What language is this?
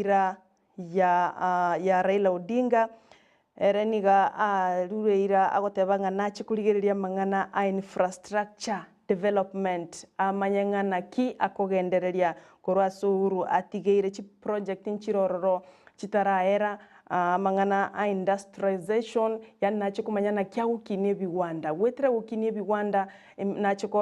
Gusii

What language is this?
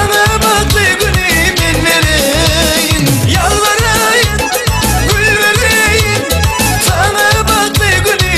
Turkmen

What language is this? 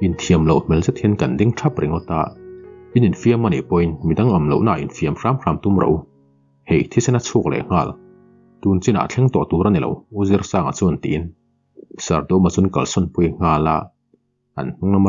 Mizo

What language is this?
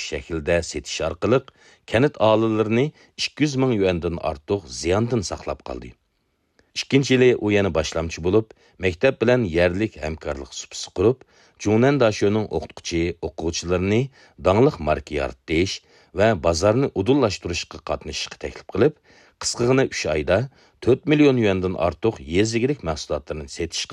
Uyghur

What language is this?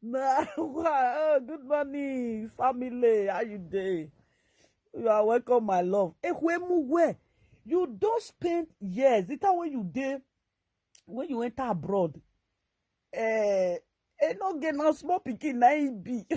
Nigerian Pidgin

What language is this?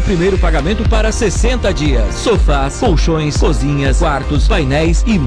Portuguese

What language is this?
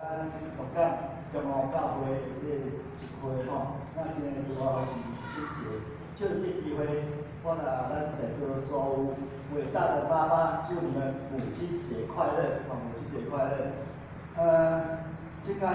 Min Nan Chinese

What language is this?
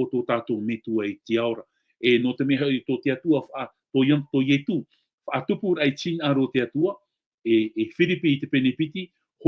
Tahitian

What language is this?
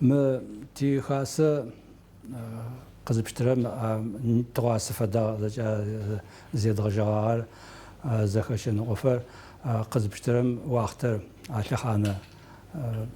Adyghe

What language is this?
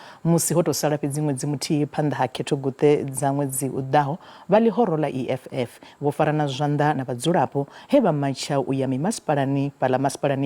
Venda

